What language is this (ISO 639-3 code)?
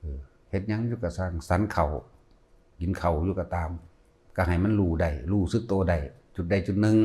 lao